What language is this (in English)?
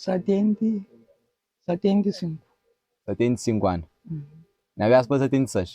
Kabuverdianu